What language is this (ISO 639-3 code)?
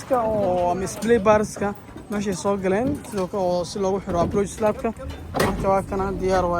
som